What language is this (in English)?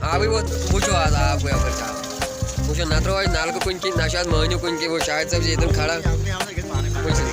Kashmiri